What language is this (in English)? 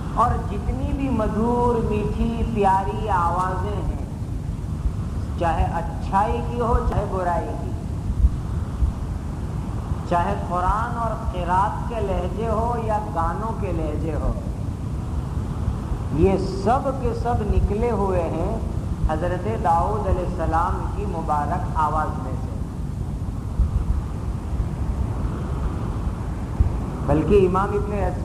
Urdu